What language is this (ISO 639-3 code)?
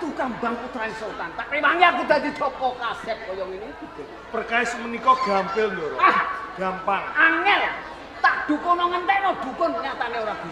jav